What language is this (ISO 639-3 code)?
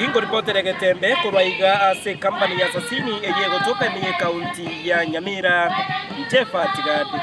guz